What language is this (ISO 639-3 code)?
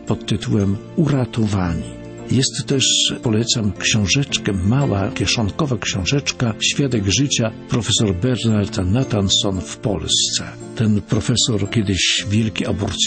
pol